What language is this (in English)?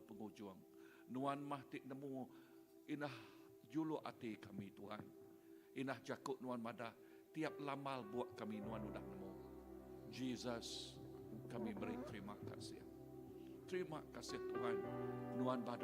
Iban